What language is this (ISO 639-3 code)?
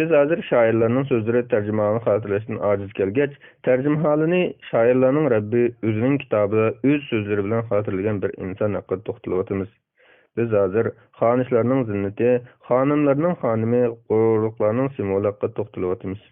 uig